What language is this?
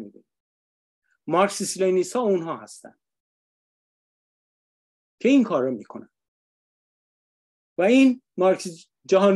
Persian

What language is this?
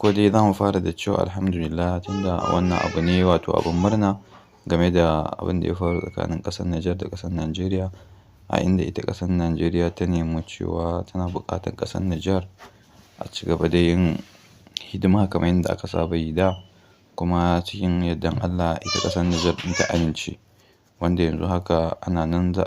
Hausa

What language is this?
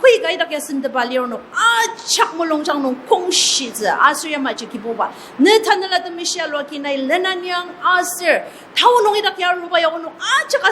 Ao Naga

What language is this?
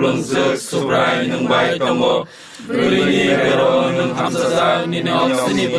Kok Borok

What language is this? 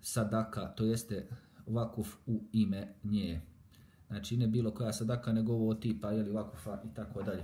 Bosnian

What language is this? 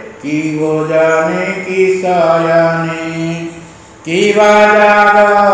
Odia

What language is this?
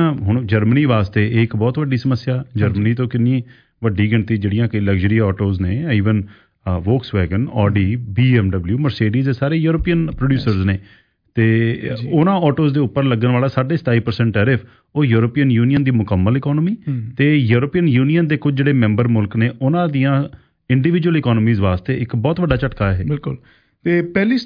Punjabi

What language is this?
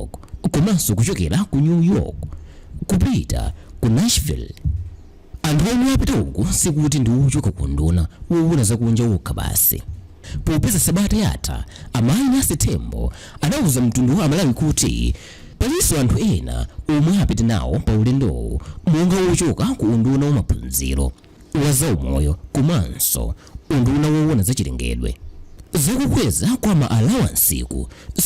Nyanja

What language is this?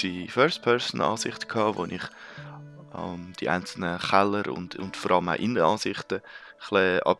Swiss German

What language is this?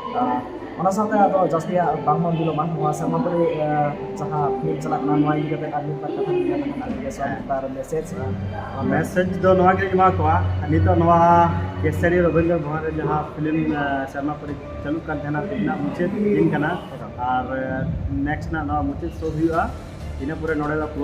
Santali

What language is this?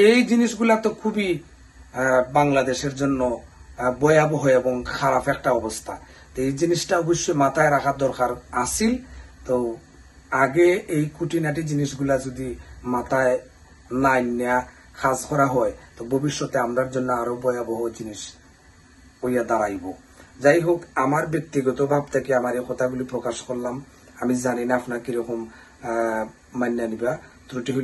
Sylheti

